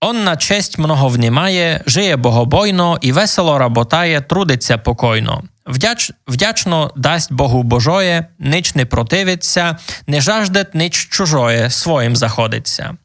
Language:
Rusyn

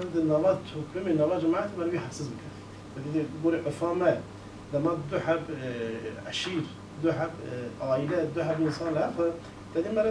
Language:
Kurdish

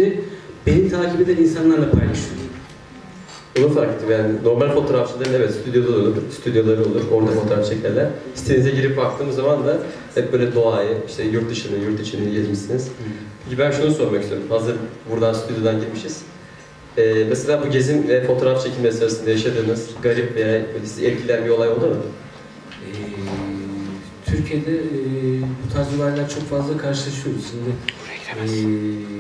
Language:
Turkish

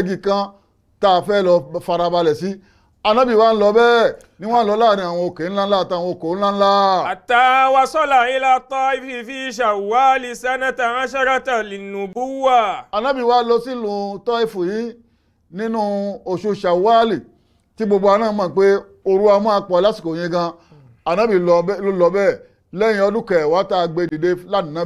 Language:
Yoruba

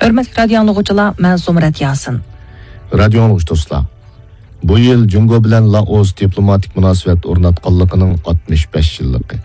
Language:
Uyghur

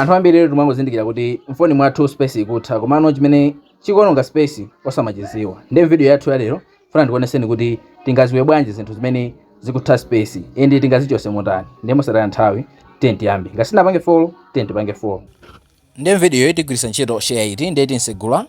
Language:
Nyanja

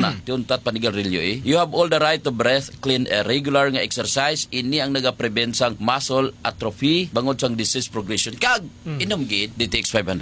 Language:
Hiligaynon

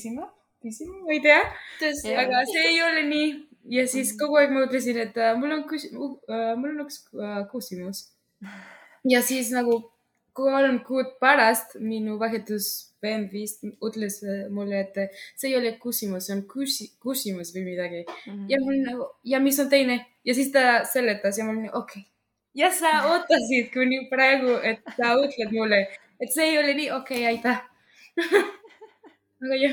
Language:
Estonian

